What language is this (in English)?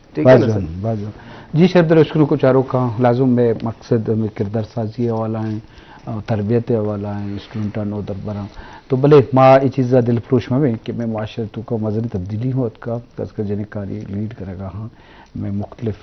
Eastern Balochi